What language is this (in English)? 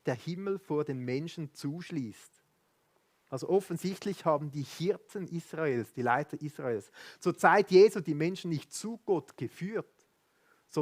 Swiss German